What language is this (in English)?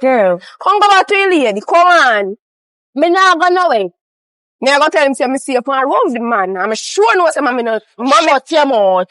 Jamaican Creole English